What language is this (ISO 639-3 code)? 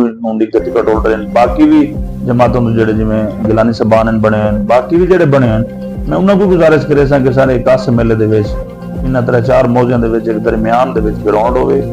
skr